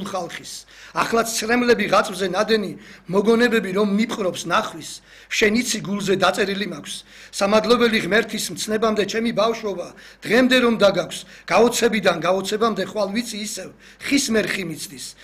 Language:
Georgian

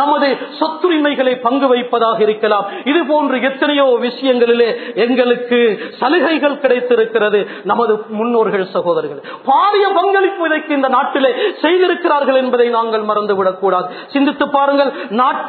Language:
Tamil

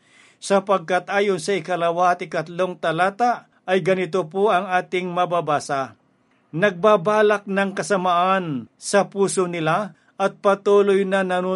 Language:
Filipino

